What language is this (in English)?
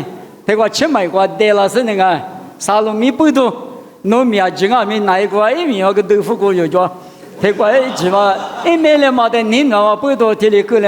Lisu